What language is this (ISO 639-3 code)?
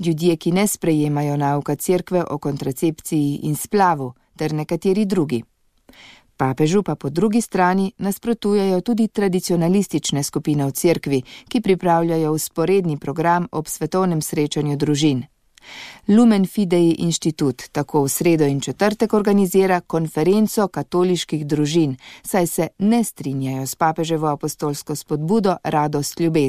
slv